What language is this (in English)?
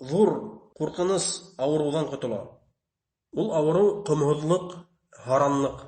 Bashkir